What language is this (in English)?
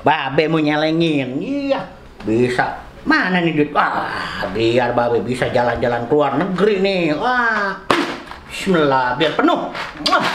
Betawi